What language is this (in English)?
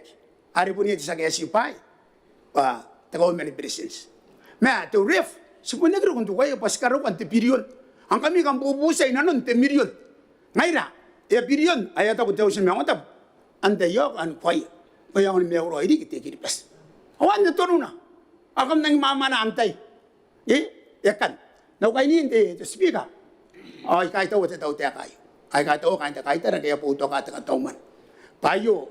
Gilbertese